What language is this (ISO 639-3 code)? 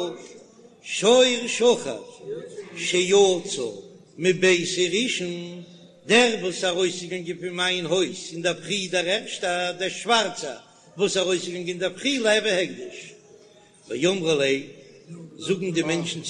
yid